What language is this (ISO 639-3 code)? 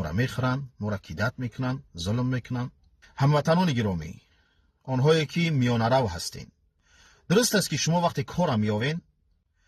tgk